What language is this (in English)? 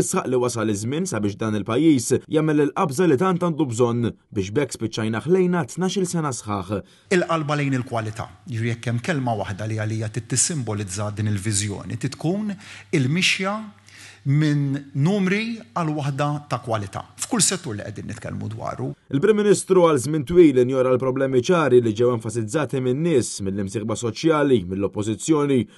Maltese